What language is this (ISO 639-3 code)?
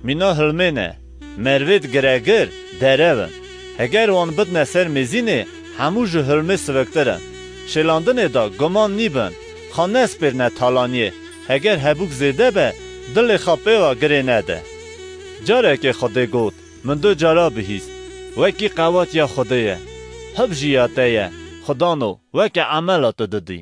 kur